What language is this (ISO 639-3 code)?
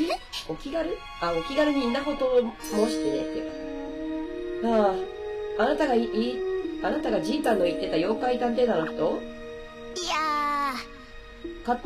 jpn